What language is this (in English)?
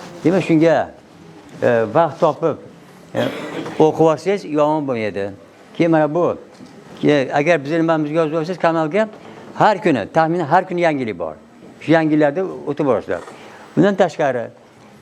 Uzbek